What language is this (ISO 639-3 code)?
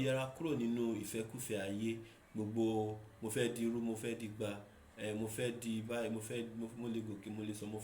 yor